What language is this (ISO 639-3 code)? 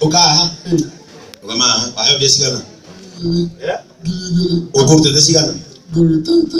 kik